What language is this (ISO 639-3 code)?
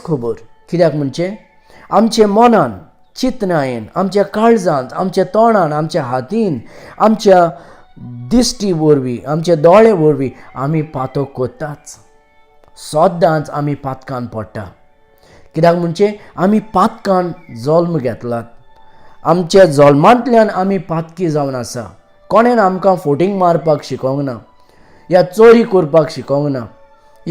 kok